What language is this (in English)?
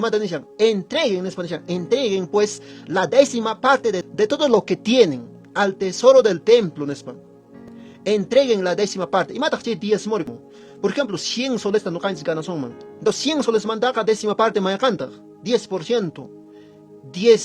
Quechua